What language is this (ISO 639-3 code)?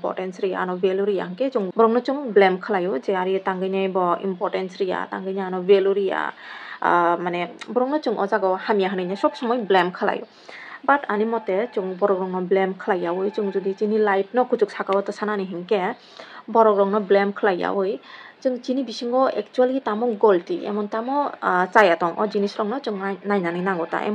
trp